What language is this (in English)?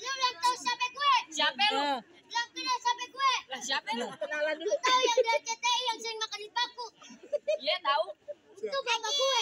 Betawi